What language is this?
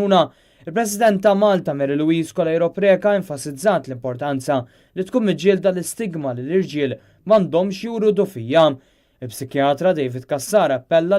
Maltese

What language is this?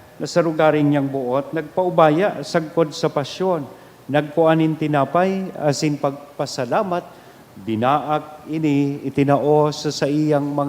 Bikol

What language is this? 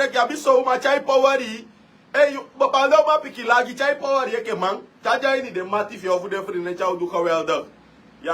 Sranan Tongo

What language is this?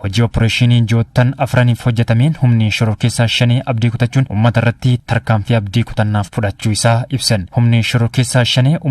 Oromo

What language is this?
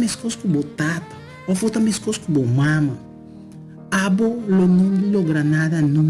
Papiamento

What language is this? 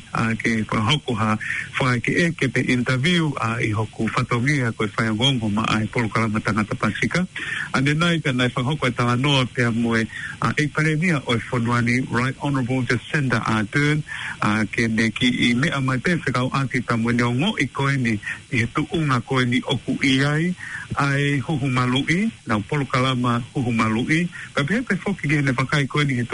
Tongan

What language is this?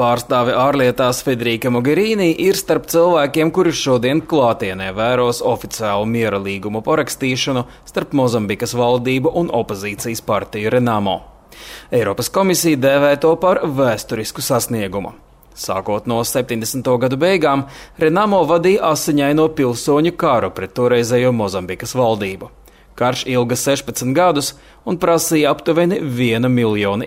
Latvian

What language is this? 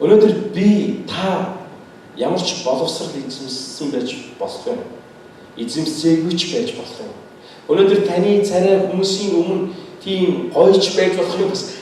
Mongolian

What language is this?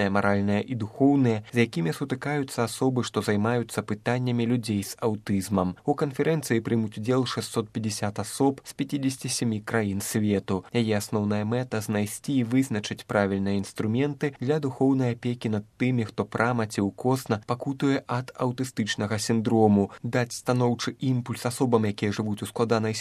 Belarusian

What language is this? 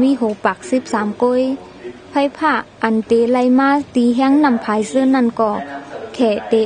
Shan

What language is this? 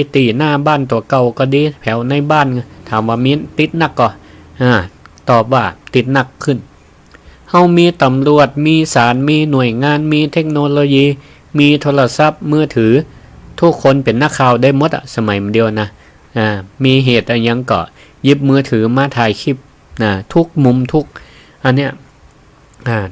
Northern Thai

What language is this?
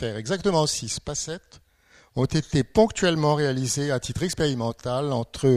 French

